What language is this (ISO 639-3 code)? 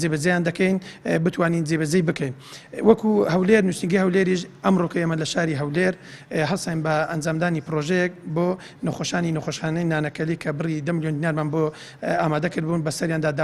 ckb